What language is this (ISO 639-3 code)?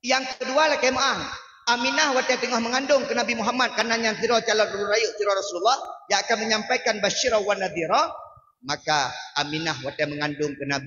ace